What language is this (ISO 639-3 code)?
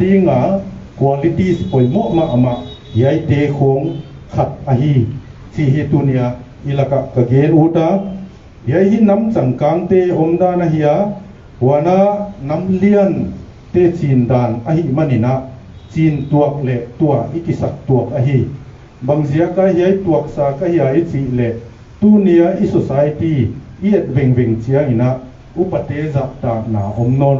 pck